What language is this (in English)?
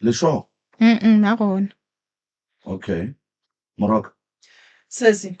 Northern Sotho